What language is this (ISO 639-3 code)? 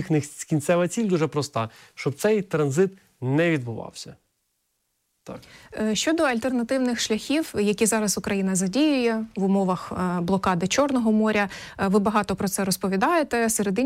ukr